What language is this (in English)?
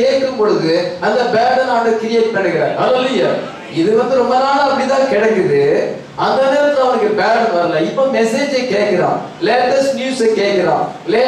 Tamil